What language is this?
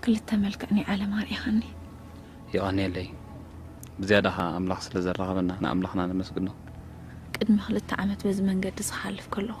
Tigrinya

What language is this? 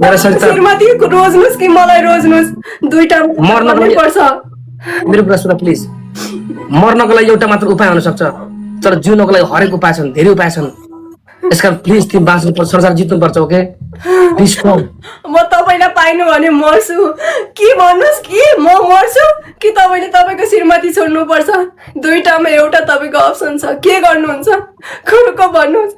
Nepali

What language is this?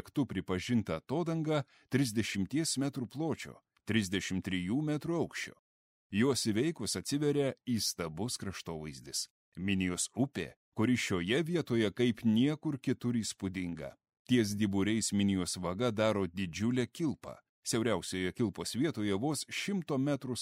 Lithuanian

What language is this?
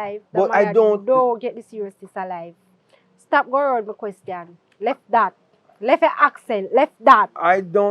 Jamaican Creole English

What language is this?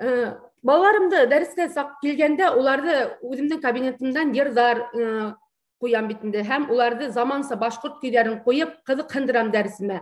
Bashkir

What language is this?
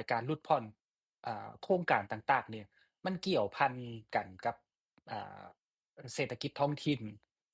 Lao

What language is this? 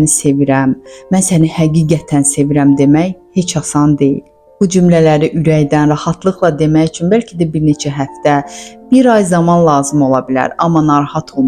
Azerbaijani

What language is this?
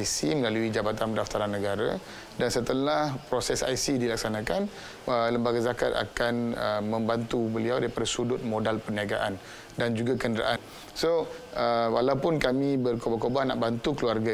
Malay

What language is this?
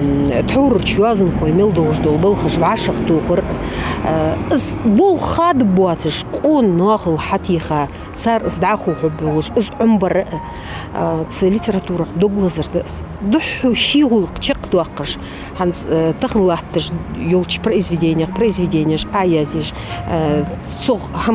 Ingush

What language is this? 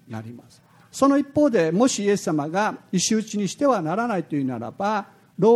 Japanese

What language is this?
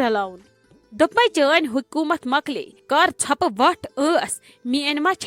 Kashmiri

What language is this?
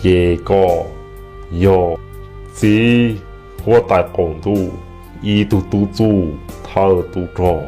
Hmong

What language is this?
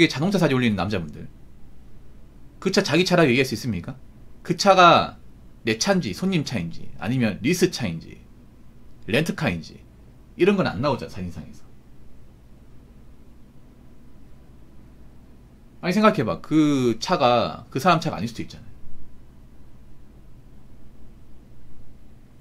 Korean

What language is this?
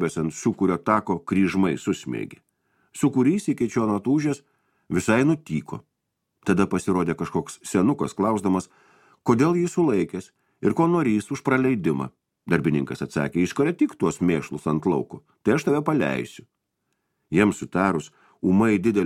Lithuanian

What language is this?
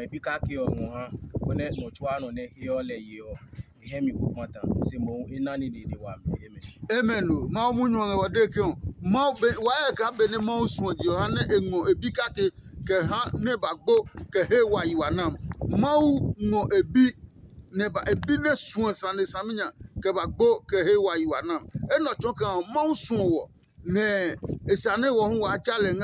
Adangme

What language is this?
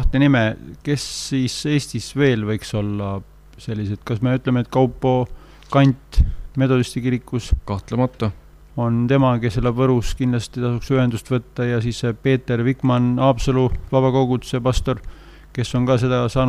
Estonian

